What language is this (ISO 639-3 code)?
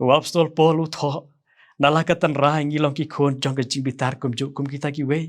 kha